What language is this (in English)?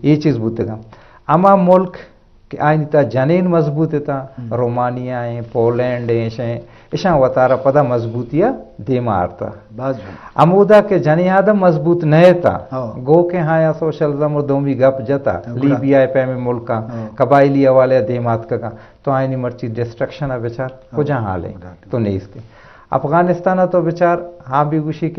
Eastern Balochi